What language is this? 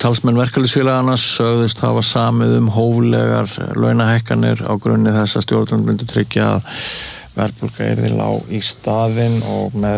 Icelandic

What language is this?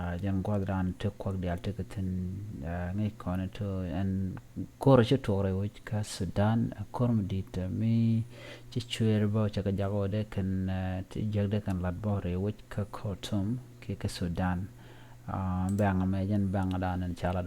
Nuer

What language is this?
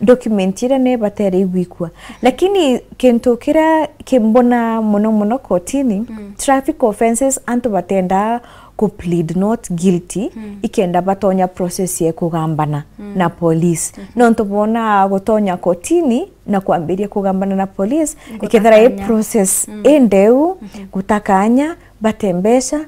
Meru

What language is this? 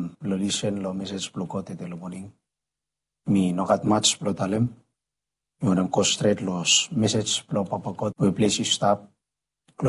Bislama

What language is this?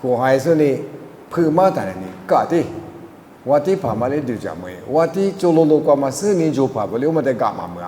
Lisu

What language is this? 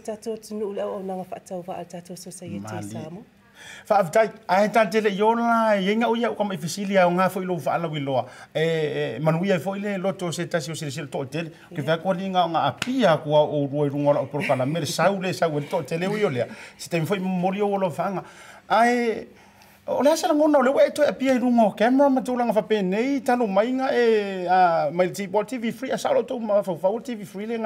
Samoan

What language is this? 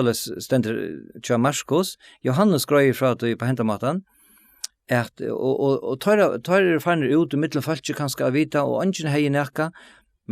Faroese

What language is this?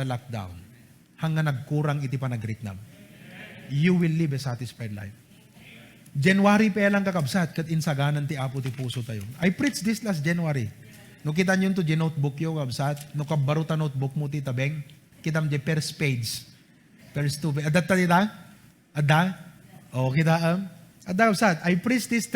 Iloko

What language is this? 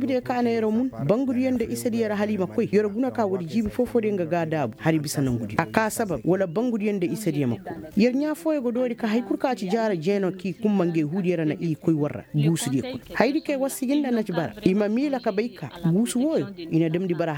Koyraboro Senni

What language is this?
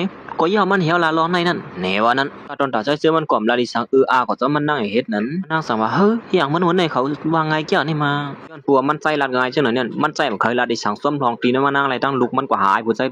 Shan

